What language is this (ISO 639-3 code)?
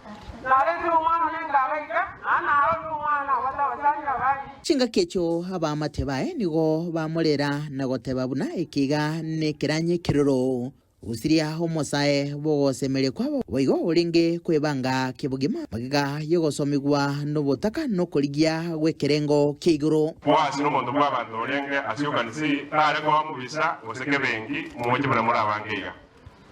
guz